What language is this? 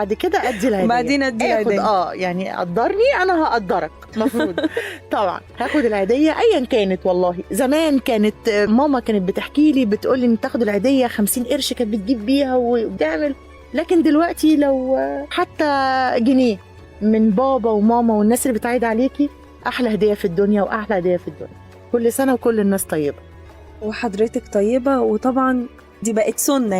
Egyptian Arabic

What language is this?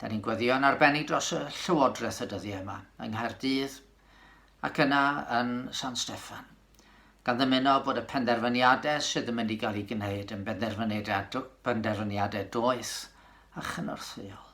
Welsh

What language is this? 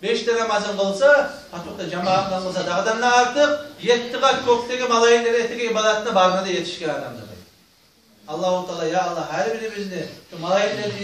Kumyk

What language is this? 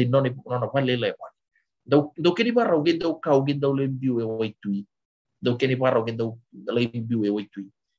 Fijian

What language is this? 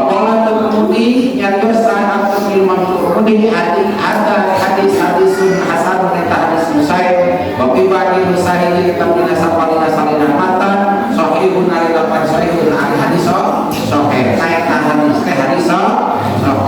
Sundanese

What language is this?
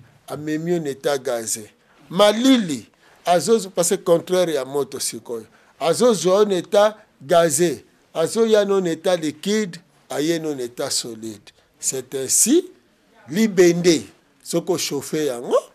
Lingala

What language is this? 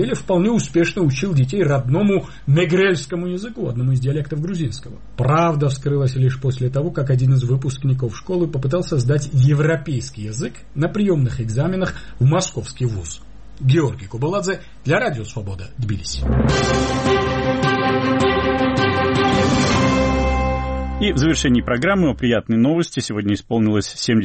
Russian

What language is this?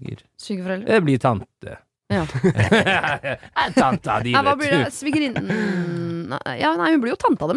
Norwegian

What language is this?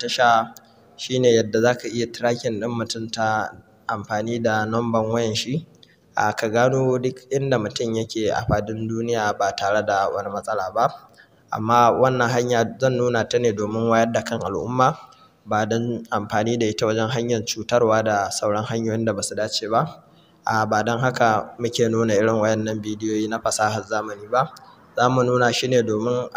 Hausa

